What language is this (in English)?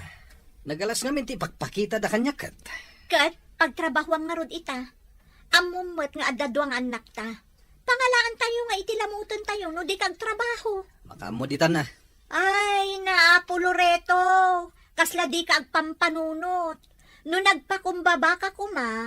Iloko